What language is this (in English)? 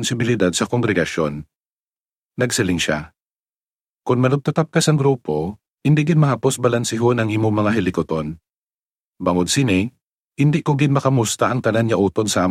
Hiligaynon